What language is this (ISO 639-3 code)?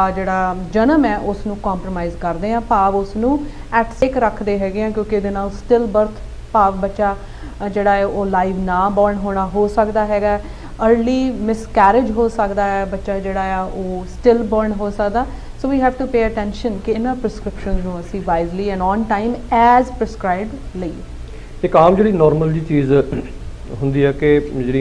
pan